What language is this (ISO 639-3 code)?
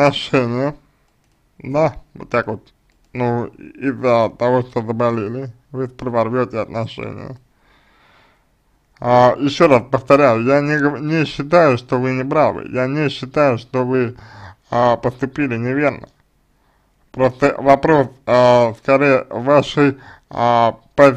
rus